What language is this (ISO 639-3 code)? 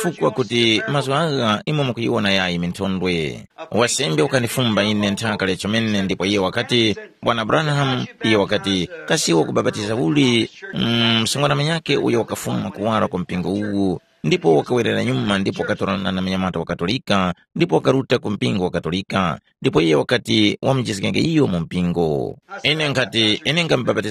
tum